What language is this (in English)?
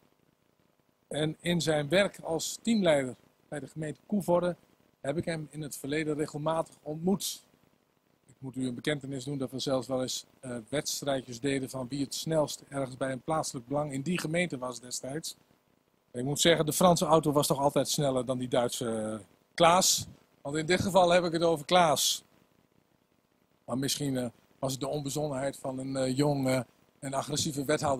Dutch